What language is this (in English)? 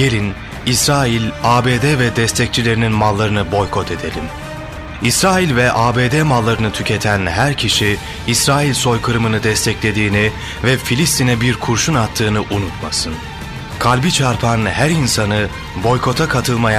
Turkish